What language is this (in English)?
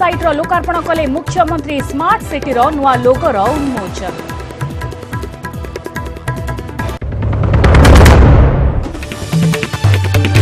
Odia